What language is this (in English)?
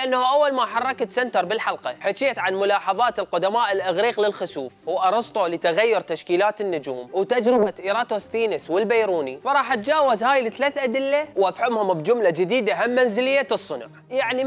Mesopotamian Arabic